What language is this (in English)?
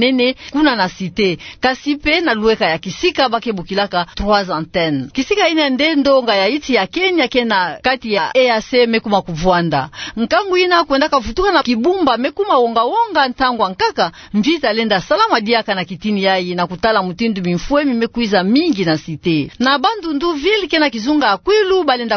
Kituba (Democratic Republic of Congo)